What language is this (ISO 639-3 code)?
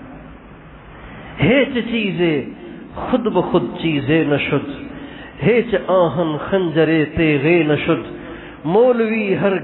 urd